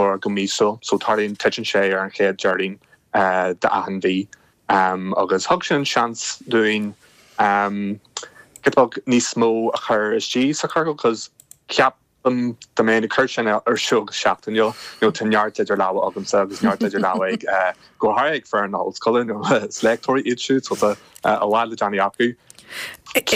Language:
Irish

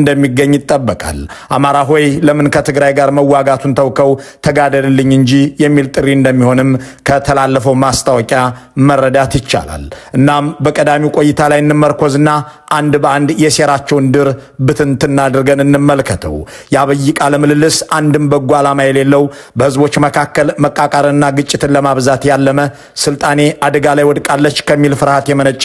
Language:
Amharic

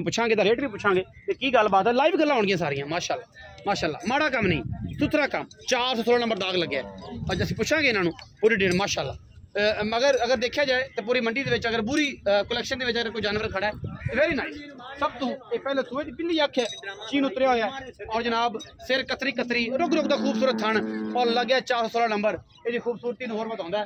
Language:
Punjabi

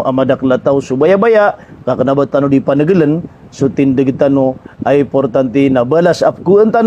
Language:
Maranao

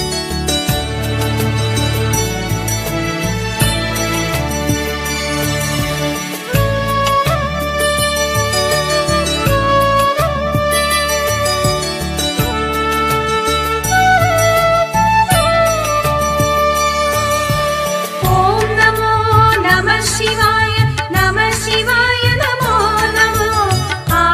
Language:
Malayalam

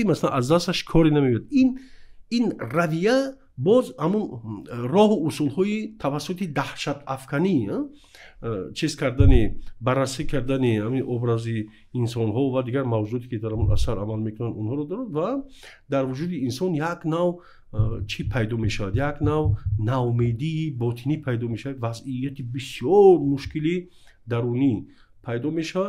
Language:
Tajik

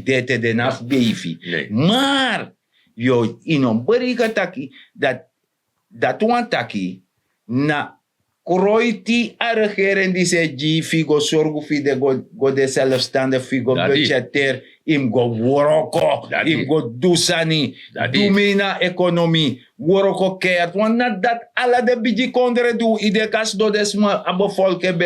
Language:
Sranan Tongo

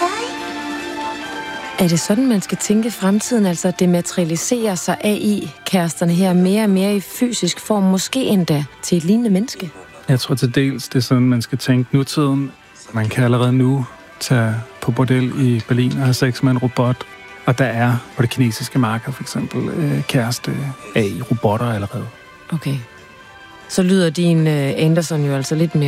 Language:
Danish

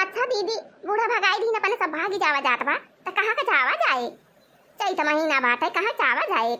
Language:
Awadhi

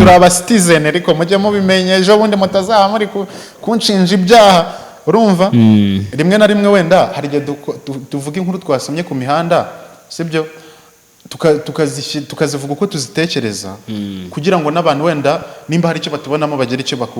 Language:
Kinyarwanda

